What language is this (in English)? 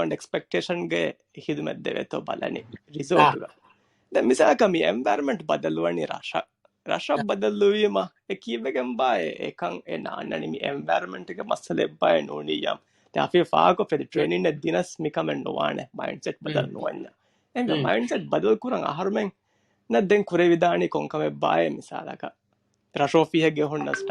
Divehi